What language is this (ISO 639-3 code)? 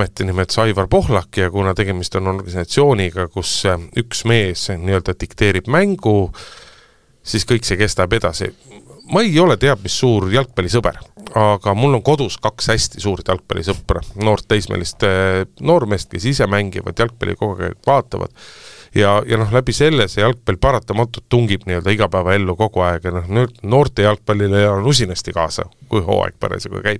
est